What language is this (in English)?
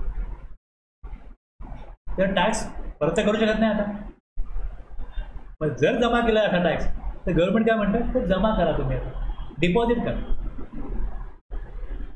Marathi